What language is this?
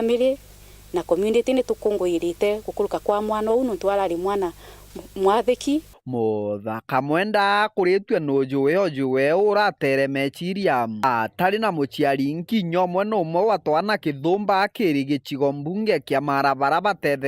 Meru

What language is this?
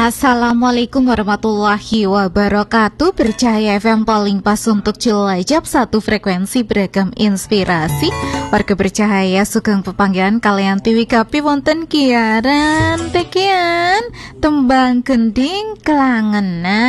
Indonesian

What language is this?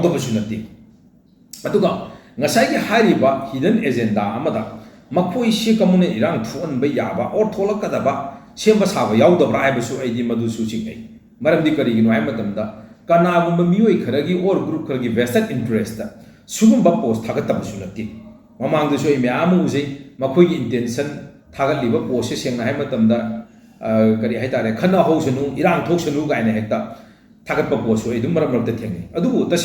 Manipuri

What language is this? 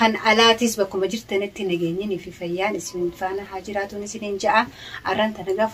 Oromo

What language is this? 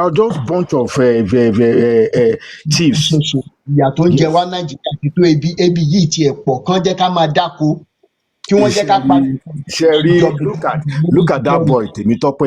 Yoruba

